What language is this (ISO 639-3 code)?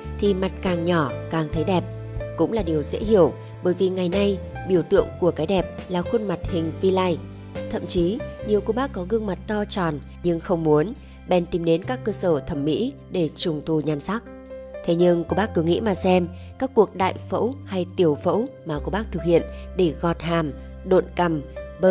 vie